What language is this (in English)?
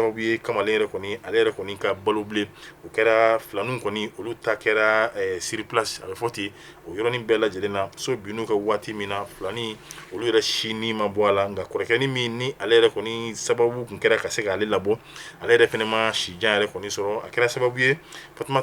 Bambara